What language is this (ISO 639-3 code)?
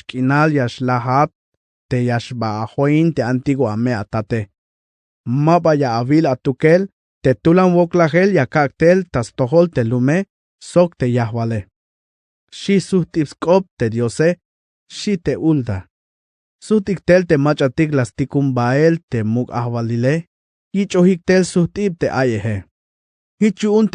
tzh